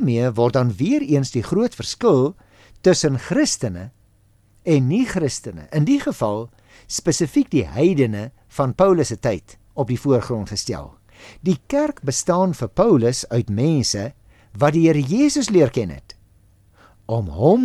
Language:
Afrikaans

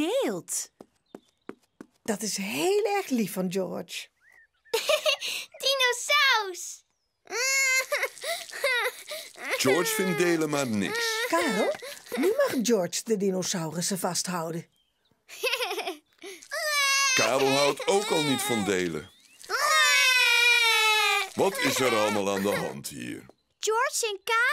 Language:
Dutch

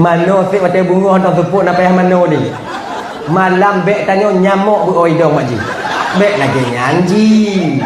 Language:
Achinese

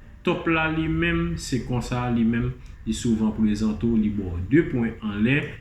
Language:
Haitian Creole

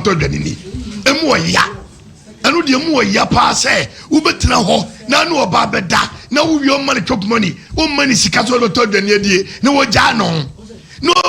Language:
Akan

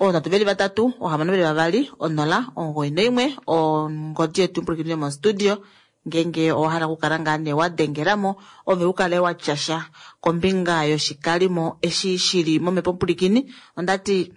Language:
Kuanyama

